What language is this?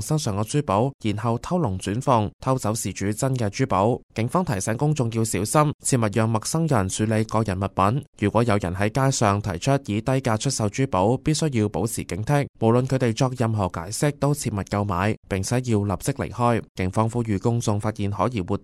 Cantonese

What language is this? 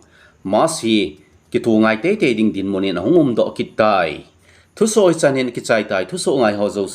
Thado Chin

